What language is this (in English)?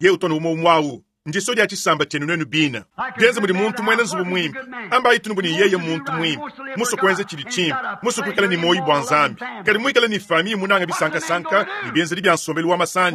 Luba-Lulua